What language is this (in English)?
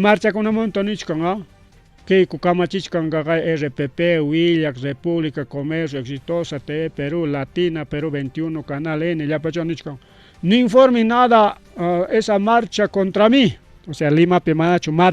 Ayacucho Quechua